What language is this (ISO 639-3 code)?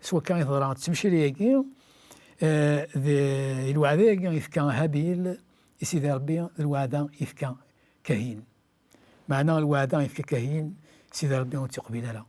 kab